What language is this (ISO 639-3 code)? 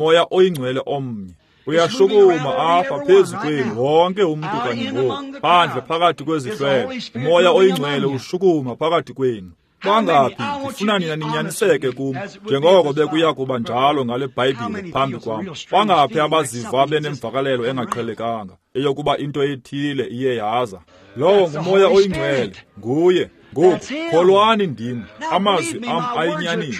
xho